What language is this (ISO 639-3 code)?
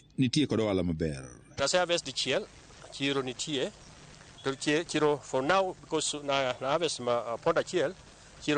luo